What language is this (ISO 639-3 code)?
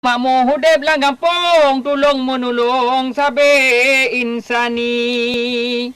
ace